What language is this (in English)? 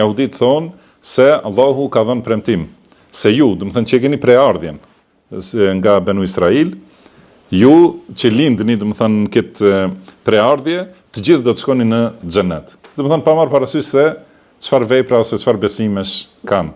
Albanian